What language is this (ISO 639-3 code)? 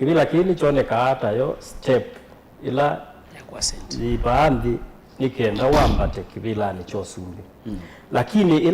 kam